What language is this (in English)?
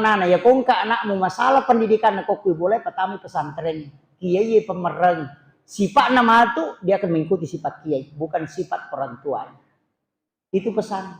Buginese